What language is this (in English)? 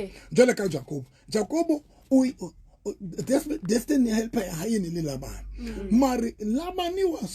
Southern Sotho